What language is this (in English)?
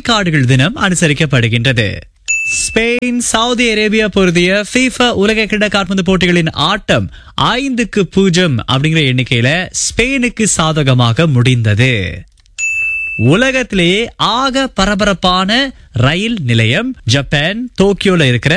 Tamil